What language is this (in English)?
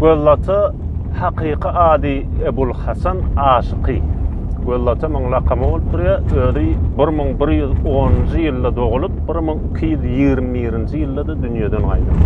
Turkmen